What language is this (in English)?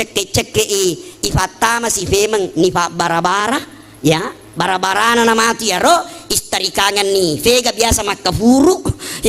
Buginese